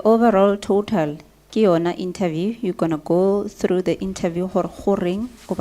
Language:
Tswana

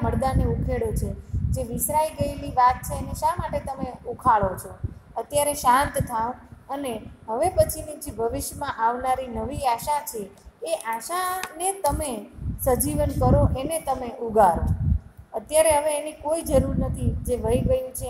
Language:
Gujarati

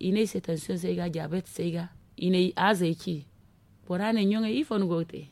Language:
Zarma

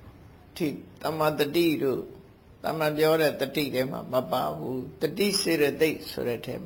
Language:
Burmese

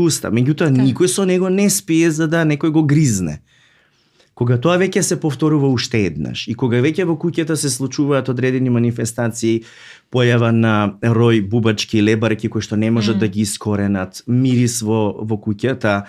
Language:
Macedonian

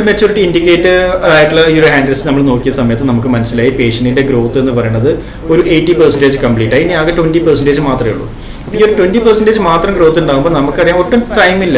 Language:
Malayalam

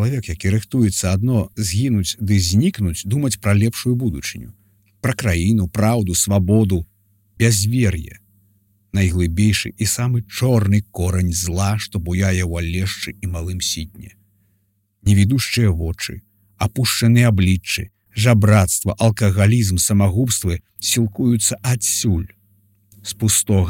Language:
Belarusian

